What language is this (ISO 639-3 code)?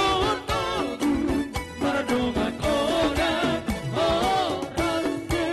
bbc